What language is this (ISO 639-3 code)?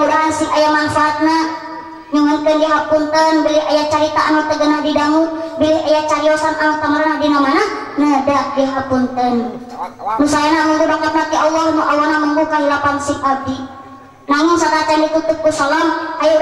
sun